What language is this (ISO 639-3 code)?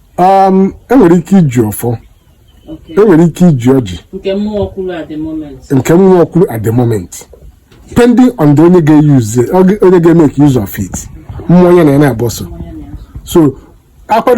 ibo